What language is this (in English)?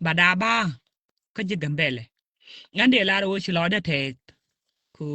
Nuer